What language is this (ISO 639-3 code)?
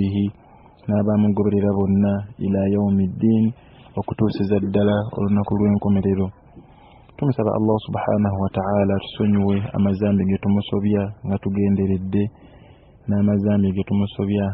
lug